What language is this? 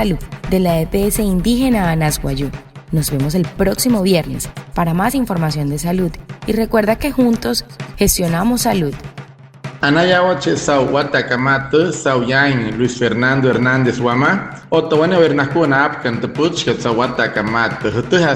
Wayuu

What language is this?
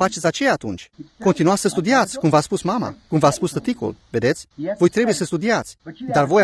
Romanian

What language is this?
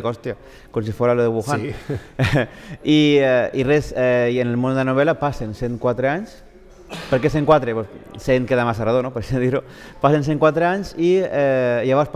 Catalan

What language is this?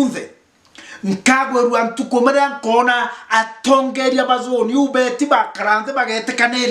Meru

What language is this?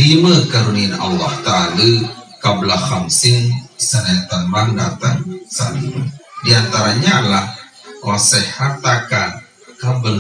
Sasak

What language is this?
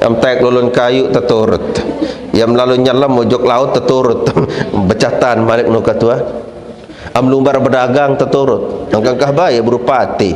Sasak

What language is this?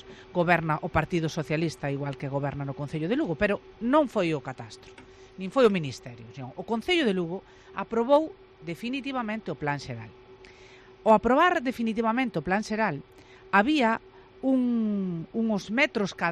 Galician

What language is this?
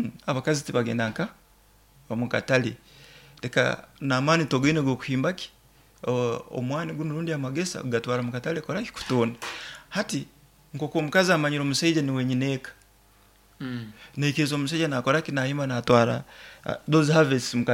Nyoro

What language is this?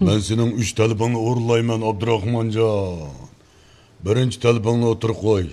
Uyghur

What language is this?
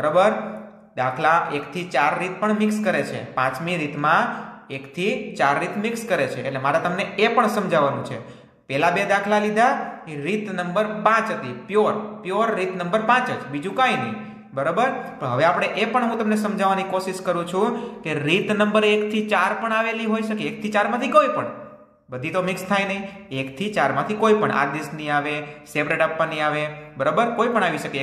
Gujarati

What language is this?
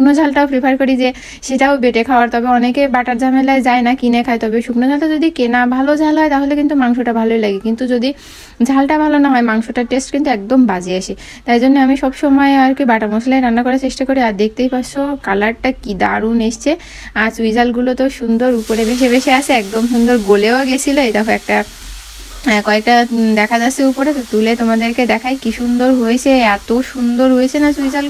Bangla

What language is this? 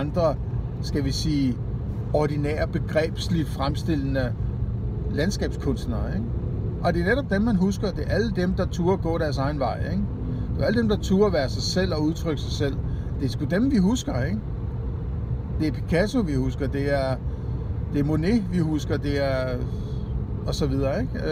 Danish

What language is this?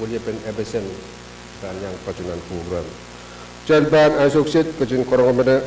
Pohnpeian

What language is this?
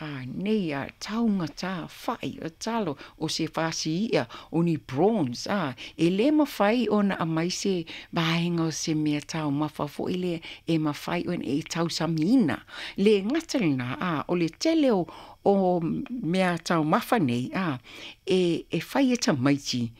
Samoan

